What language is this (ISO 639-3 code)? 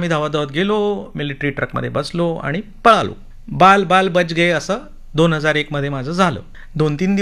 mar